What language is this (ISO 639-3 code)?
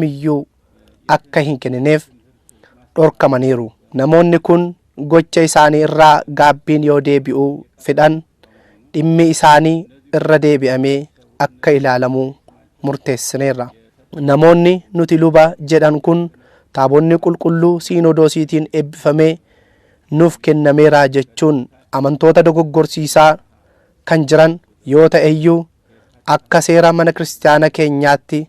orm